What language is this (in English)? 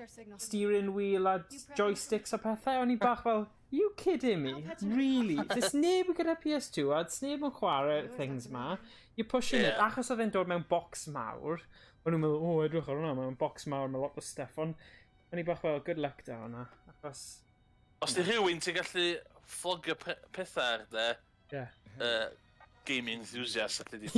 Welsh